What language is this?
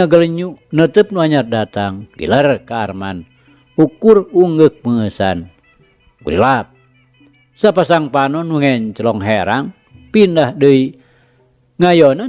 Sundanese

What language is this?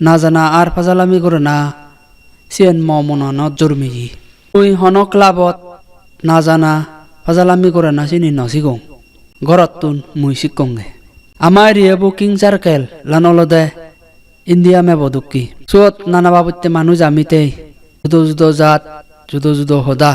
Chakma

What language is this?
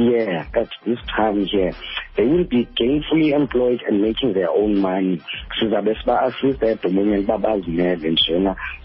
Xhosa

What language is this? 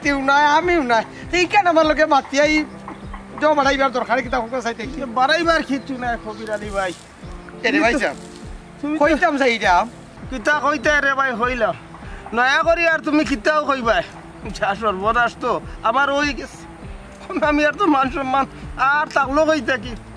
Sylheti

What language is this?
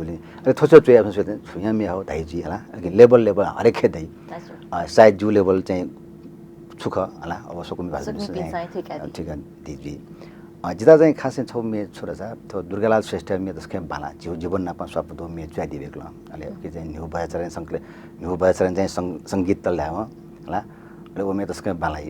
Newari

